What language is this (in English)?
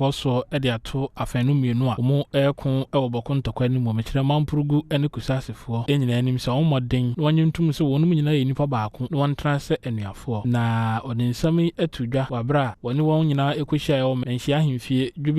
Akan